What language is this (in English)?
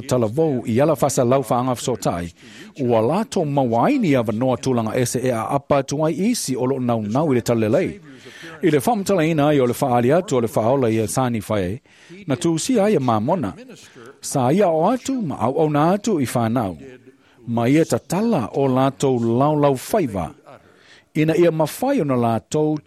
Samoan